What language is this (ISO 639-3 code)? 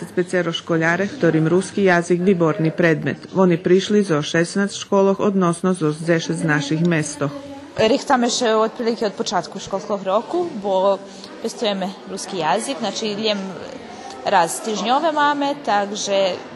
rue